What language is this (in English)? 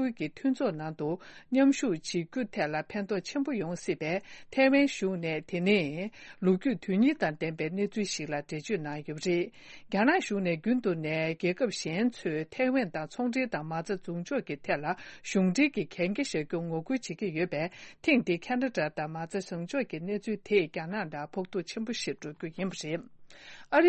Tibetan